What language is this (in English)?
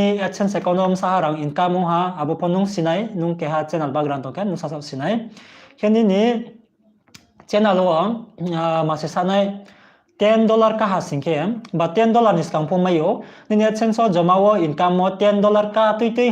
Riang (India)